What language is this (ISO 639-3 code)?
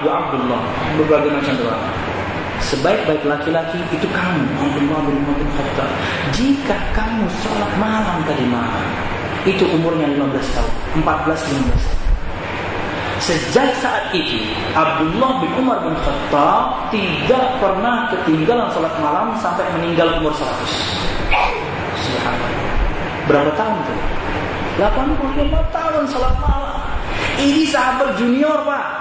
ind